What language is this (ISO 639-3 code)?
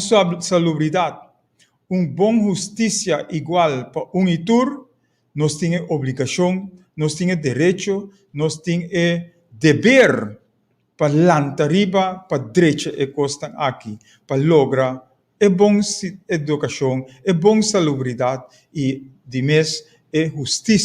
pap